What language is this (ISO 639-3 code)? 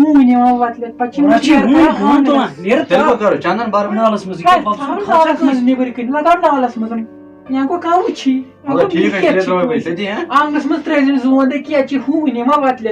kas